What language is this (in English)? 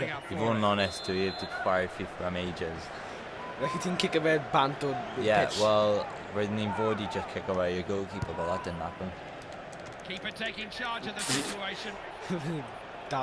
Welsh